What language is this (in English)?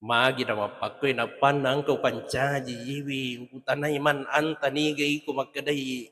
Buginese